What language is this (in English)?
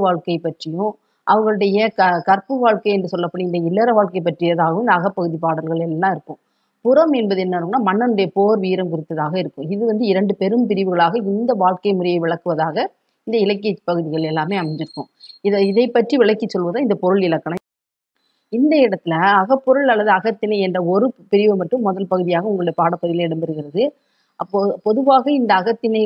Tamil